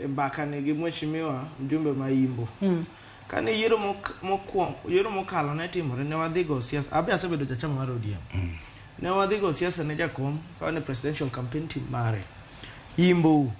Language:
Luo (Kenya and Tanzania)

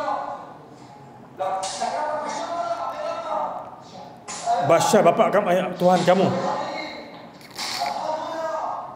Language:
Malay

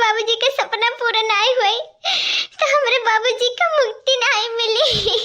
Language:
Awadhi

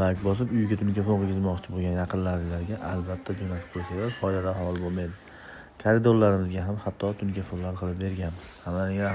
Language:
Uzbek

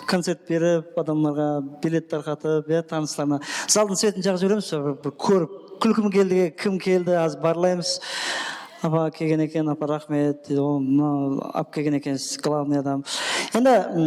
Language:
Kara-Kalpak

